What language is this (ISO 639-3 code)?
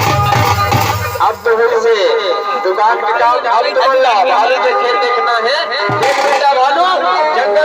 hne